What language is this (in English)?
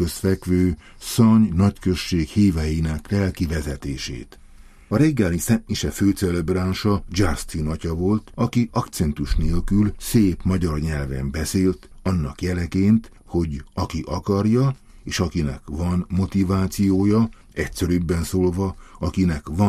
Hungarian